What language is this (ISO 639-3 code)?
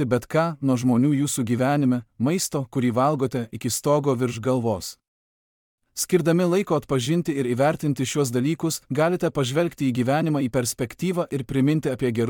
lit